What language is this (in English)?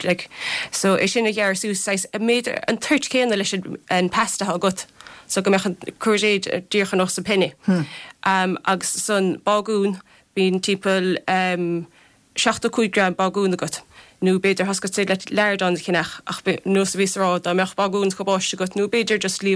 Irish